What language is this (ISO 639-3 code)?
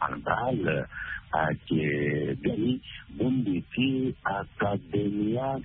sag